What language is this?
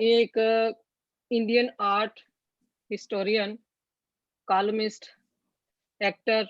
Dogri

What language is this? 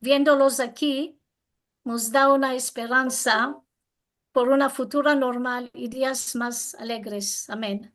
Ladino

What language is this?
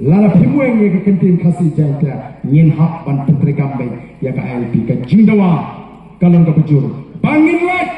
Khasi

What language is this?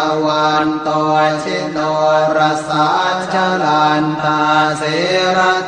Pali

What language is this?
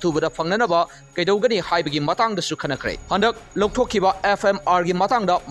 Manipuri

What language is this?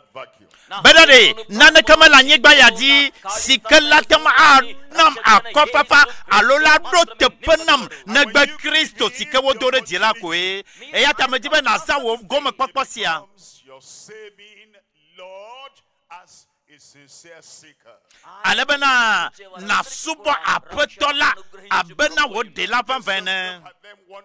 Ewe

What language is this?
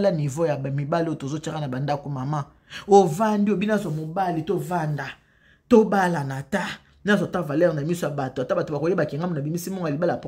Lingala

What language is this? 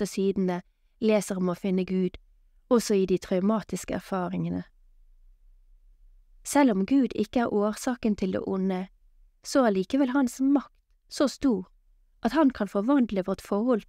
Norwegian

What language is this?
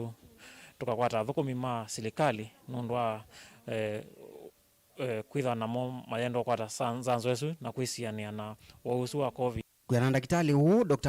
Kamba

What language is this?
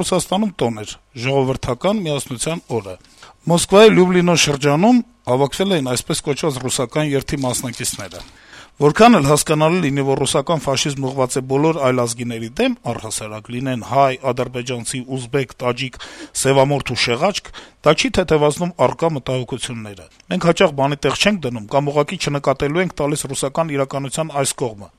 Armenian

